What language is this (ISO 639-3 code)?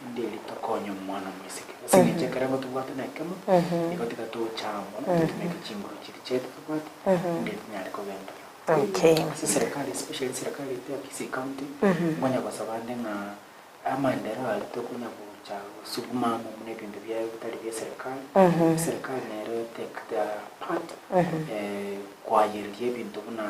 guz